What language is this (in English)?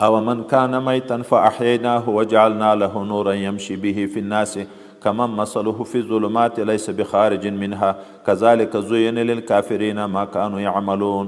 Pashto